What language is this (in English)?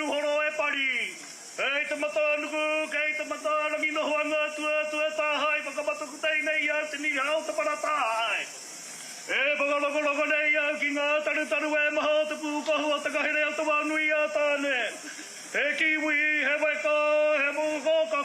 Māori